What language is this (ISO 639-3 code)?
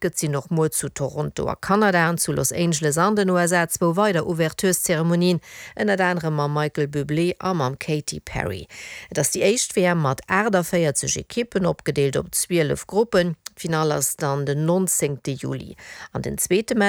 ltz